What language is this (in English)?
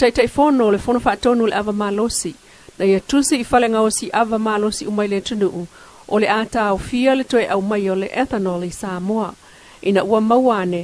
Samoan